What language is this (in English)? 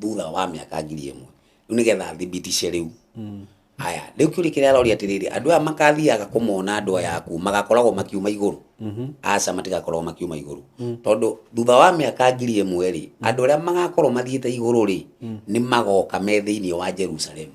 Kikuyu